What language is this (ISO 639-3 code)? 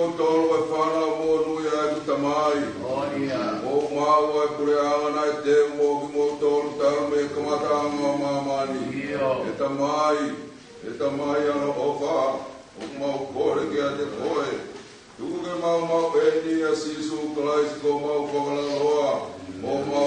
ton